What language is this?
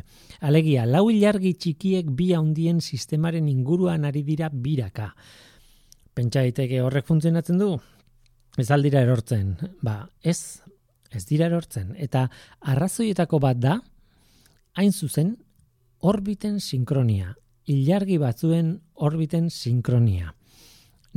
Basque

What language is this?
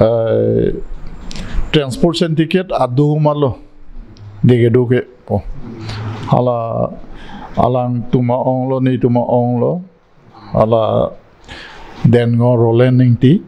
Karbi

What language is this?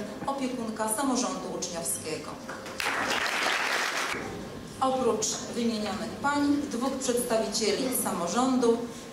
Polish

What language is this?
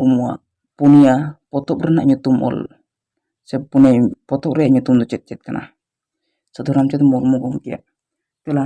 Santali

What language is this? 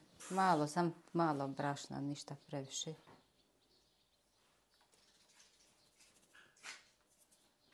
Croatian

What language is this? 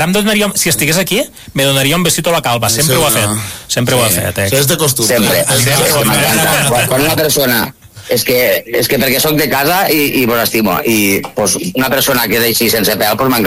Catalan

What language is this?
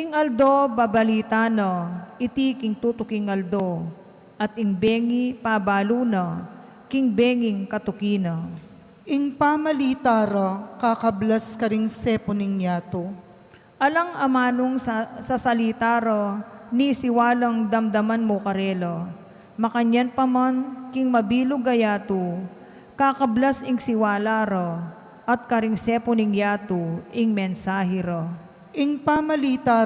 Pampanga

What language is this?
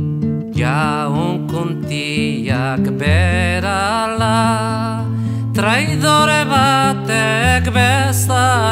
Basque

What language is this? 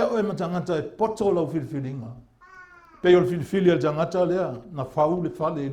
Samoan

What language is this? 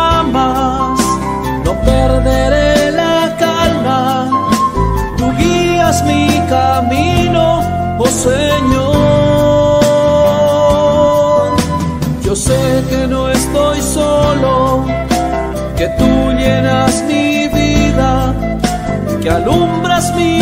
Spanish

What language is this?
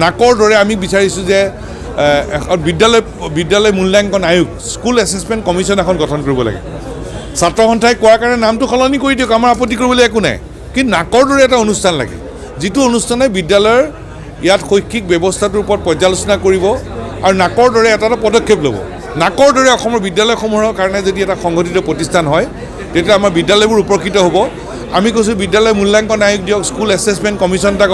Assamese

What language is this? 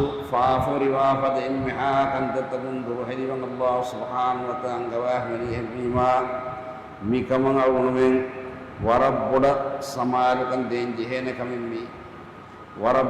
Divehi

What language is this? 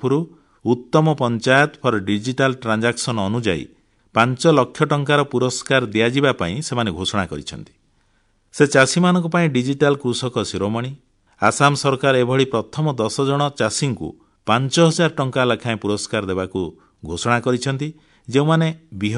Odia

